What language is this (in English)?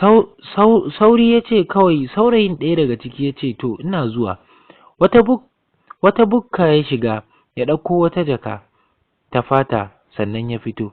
Hausa